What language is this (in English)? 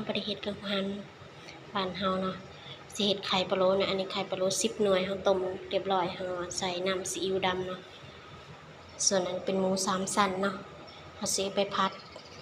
Lao